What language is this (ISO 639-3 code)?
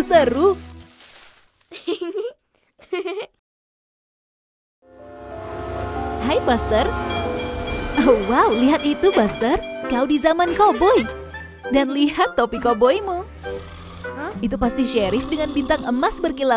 ind